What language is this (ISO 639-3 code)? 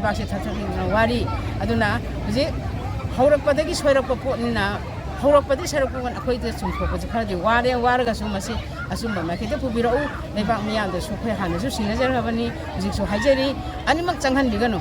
mni